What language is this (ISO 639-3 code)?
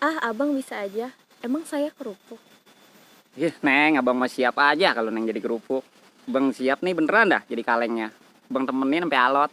bew